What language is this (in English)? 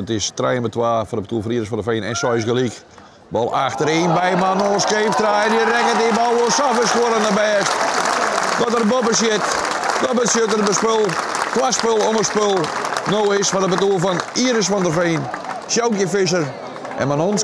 Western Frisian